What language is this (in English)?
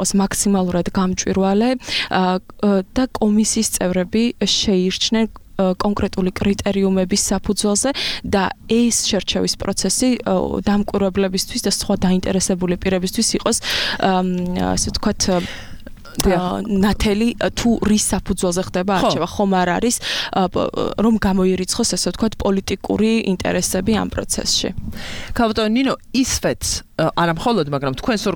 Georgian